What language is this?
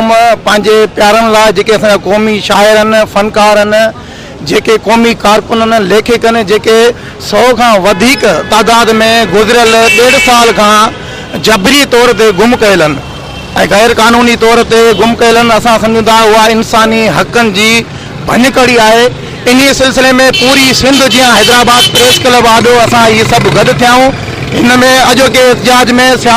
Sindhi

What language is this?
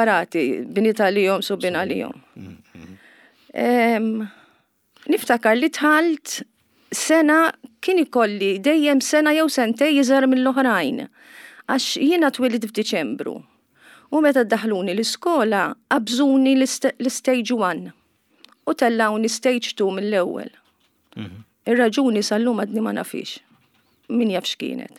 Maltese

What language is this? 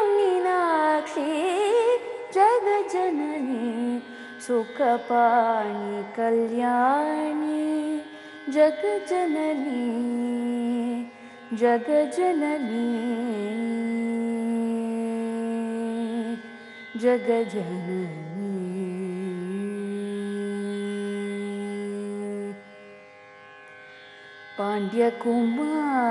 Tamil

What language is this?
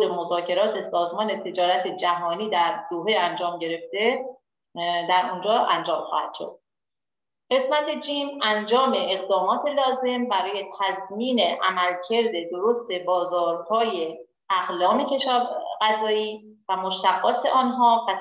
Persian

